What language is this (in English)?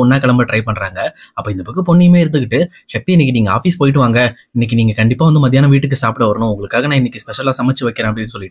Tamil